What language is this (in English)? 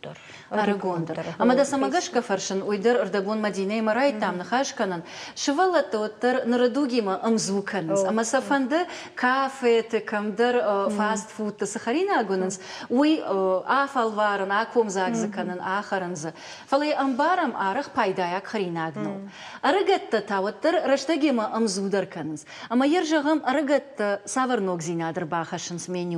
Ossetic